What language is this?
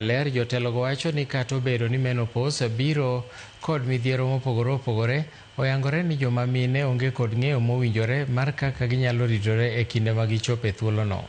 Luo (Kenya and Tanzania)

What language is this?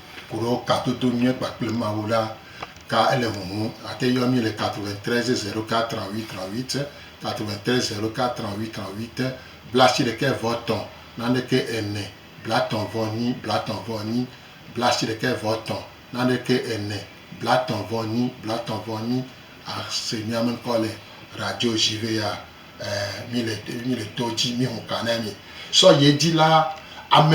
Gen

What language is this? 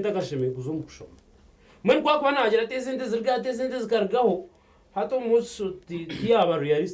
Nyankole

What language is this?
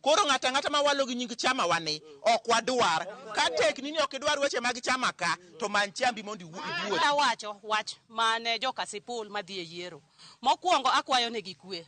Luo (Kenya and Tanzania)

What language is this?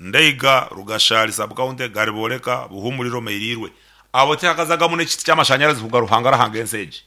Nyankole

